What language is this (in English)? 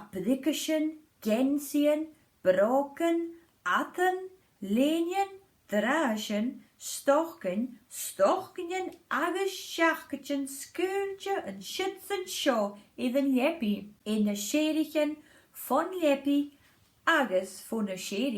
Scottish Gaelic